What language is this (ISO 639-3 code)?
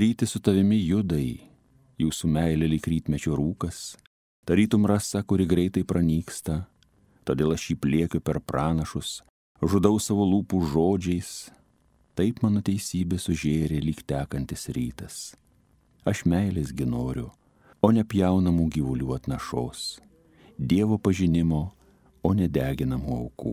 lit